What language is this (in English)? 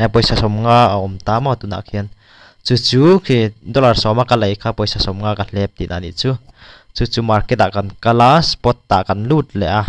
Mizo